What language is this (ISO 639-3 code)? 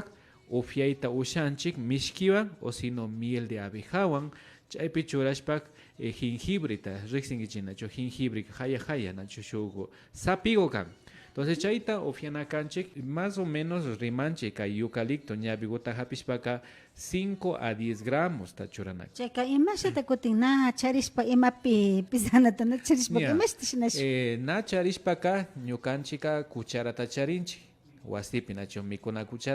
qvi